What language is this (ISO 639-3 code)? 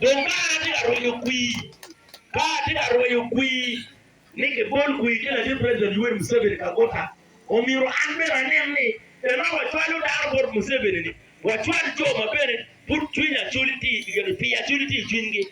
ach